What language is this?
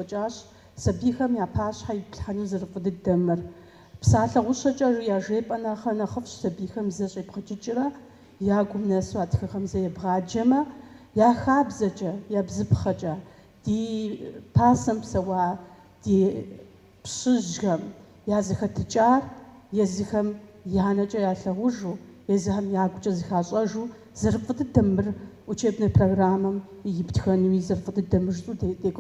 Kabardian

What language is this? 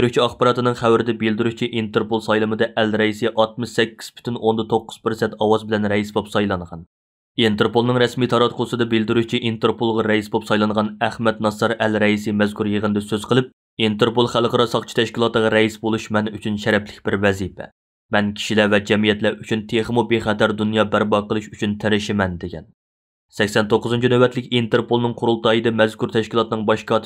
Uyghur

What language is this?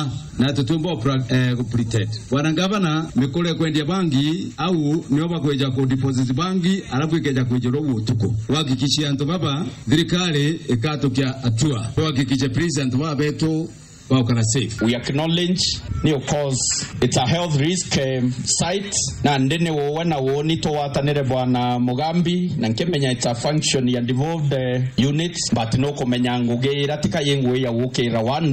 Meru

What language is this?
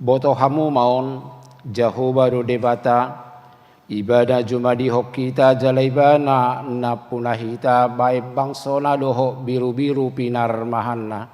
Batak Toba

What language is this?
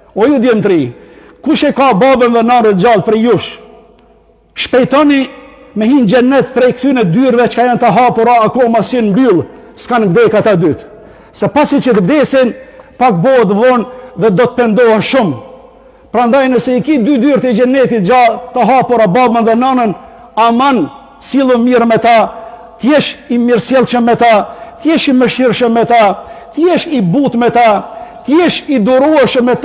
Albanian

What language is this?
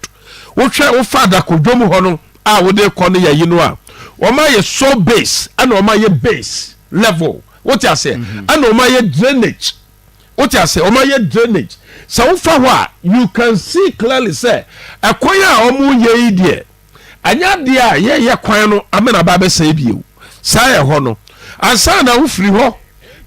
Akan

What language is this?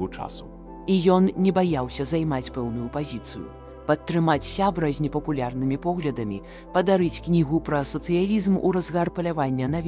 Belarusian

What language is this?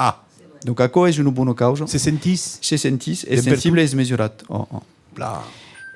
Occitan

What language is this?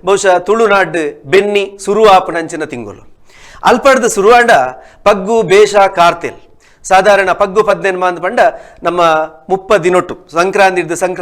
Tulu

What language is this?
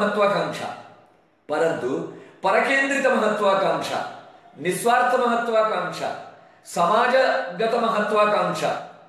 Sanskrit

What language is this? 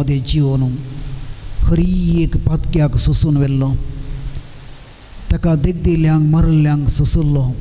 Konkani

